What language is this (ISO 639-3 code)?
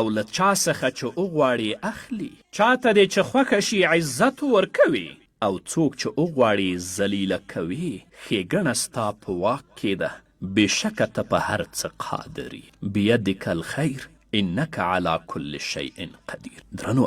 pus